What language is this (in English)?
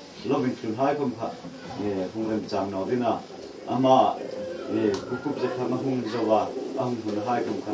Hmar